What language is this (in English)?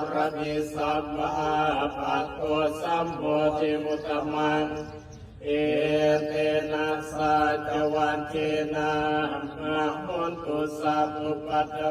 Pali